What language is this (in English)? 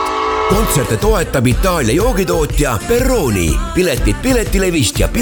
Estonian